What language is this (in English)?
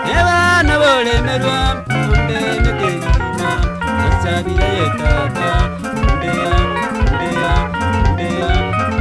Gusii